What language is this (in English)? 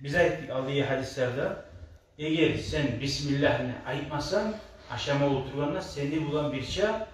Kumyk